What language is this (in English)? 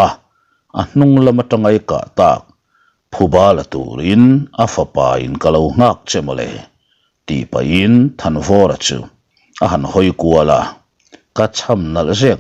Mizo